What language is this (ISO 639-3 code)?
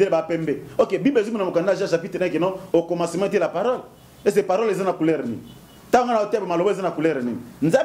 lin